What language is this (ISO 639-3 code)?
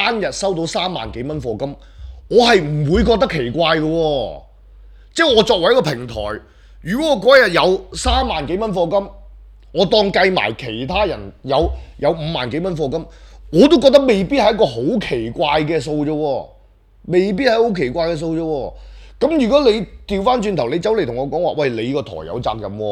yue